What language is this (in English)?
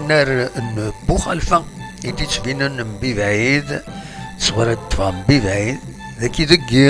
Kabyle